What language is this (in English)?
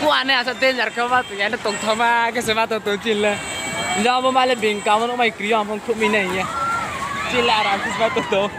Riang (India)